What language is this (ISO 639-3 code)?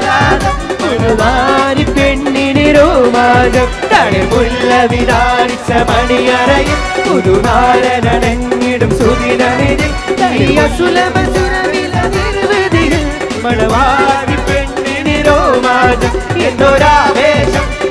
mal